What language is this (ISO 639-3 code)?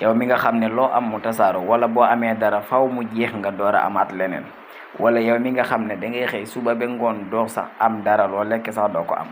wol